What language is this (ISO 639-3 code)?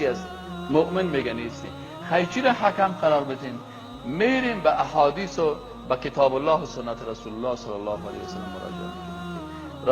fas